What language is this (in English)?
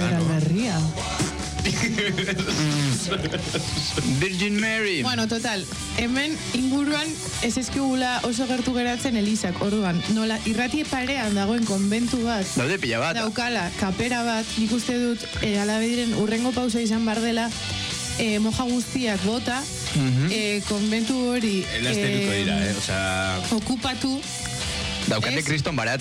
Basque